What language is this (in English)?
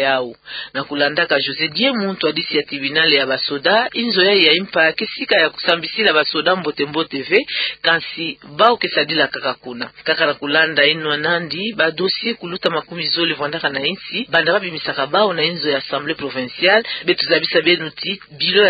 Kituba (Democratic Republic of Congo)